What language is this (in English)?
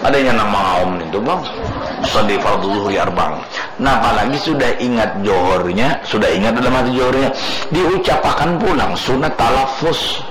Banjar